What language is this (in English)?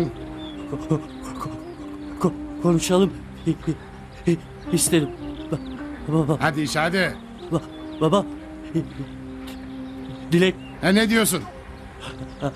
Turkish